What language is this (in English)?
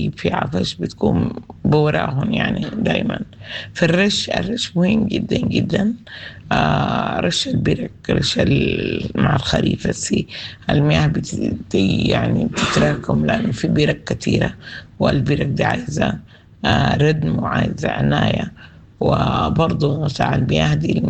Sudanese Arabic